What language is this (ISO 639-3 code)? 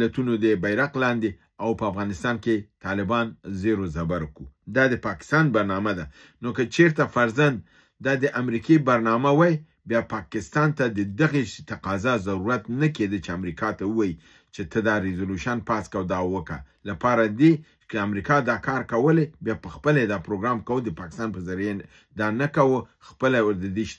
pus